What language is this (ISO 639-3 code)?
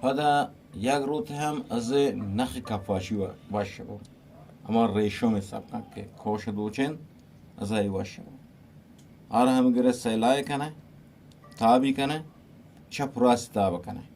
bgp